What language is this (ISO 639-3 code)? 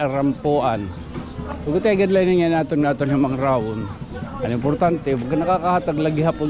war